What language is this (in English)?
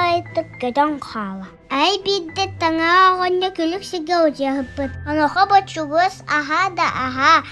Yakut